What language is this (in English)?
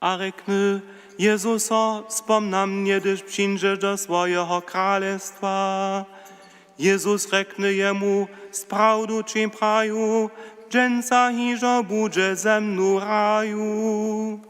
Upper Sorbian